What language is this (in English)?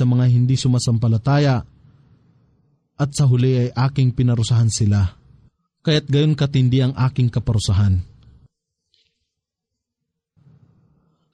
Filipino